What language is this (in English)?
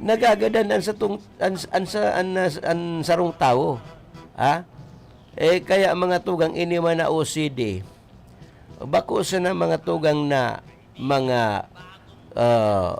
Bikol